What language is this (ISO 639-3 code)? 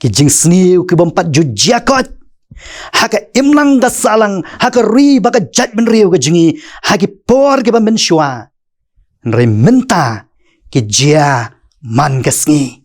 kha